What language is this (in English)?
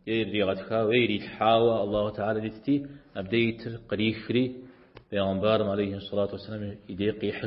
Kabardian